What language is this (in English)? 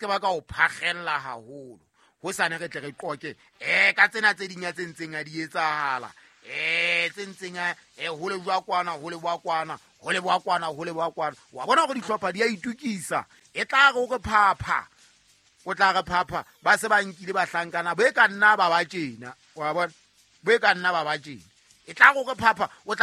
Southern Sotho